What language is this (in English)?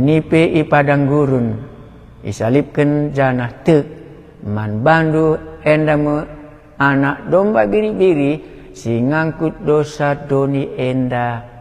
Batak Karo